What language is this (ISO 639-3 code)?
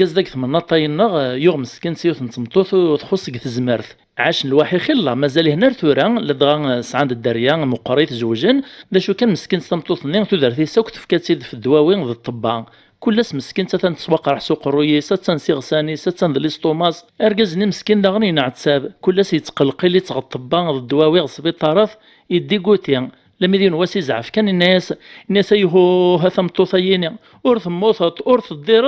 kab